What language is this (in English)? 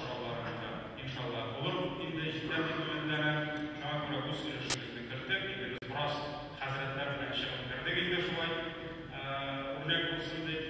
Tatar